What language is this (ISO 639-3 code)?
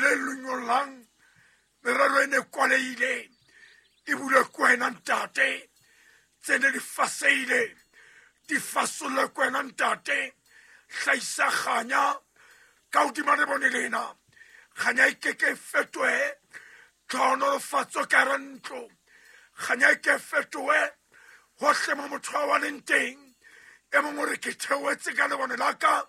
sot